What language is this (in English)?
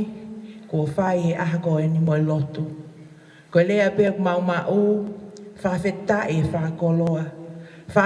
Tongan